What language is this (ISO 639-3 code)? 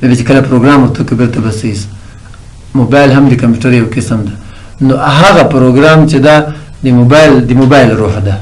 pus